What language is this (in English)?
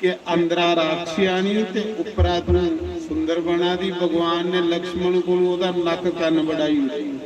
Dogri